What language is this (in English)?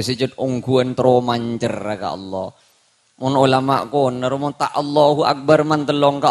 Madurese